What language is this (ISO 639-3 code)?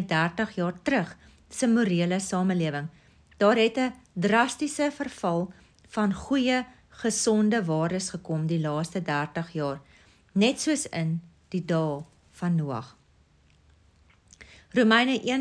afr